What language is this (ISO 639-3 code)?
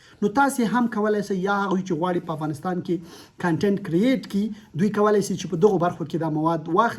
pus